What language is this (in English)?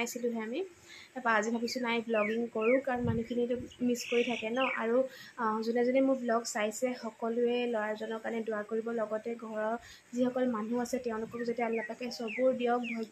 Assamese